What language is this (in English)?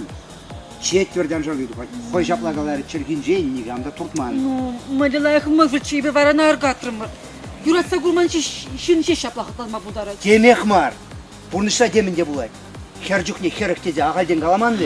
Chuvash